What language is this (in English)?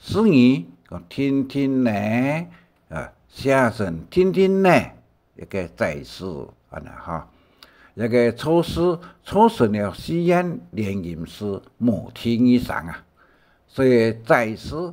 Hakka Chinese